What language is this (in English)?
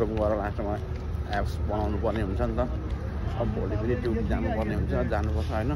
Nepali